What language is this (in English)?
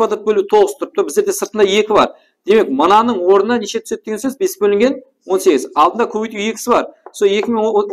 Kara-Kalpak